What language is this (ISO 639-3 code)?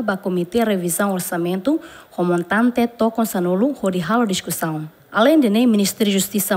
tet